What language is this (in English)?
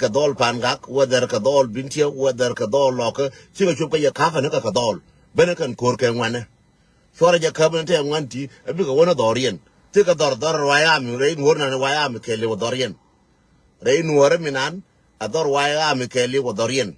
Nuer